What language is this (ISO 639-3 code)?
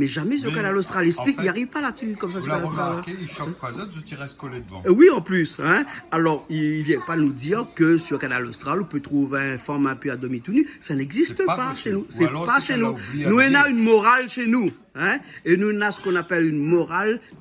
rcf